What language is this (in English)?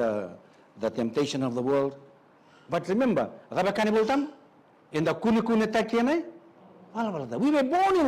Fijian